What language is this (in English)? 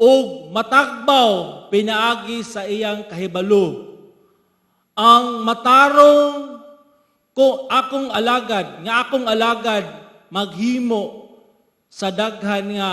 Cebuano